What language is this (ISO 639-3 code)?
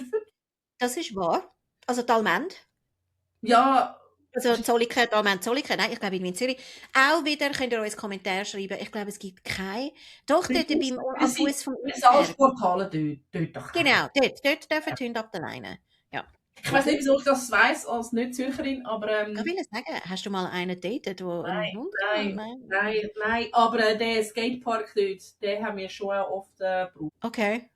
gsw